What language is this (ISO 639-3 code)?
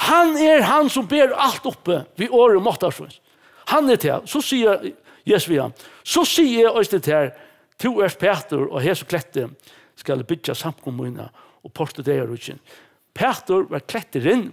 fao